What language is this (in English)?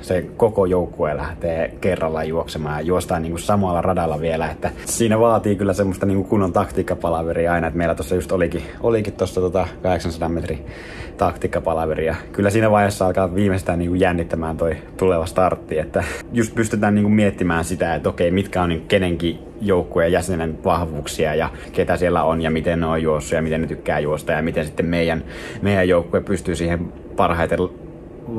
Finnish